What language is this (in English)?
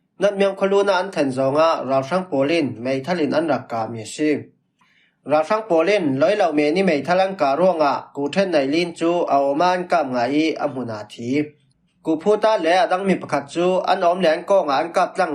Falam Chin